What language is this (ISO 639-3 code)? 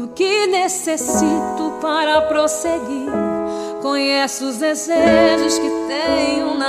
por